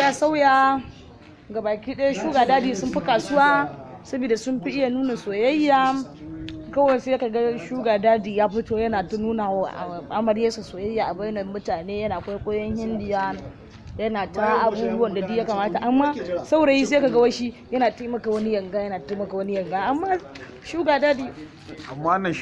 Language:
Hausa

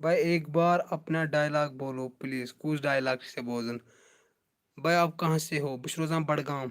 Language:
Kashmiri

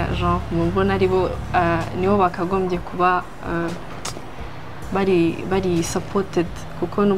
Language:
Kinyarwanda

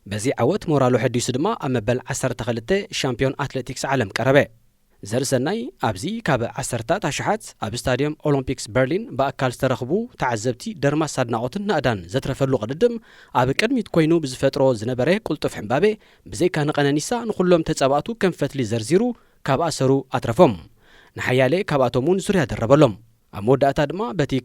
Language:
Tigrinya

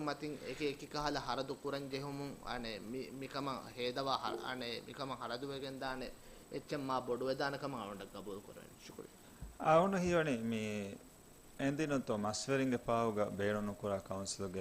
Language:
Divehi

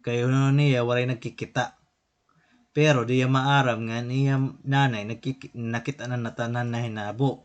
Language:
Waray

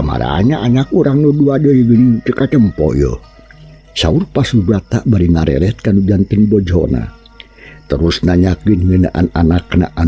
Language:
Sundanese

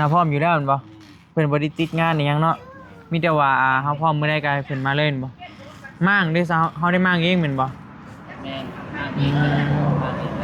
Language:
Northeastern Thai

